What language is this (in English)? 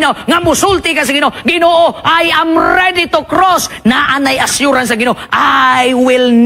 Cebuano